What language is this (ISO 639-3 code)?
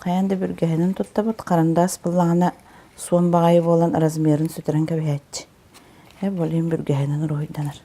sah